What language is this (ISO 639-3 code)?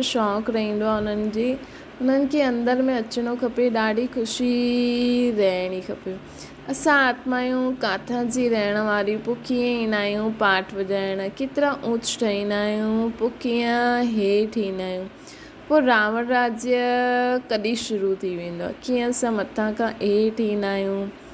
snd